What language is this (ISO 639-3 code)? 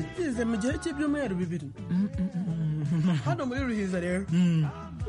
kin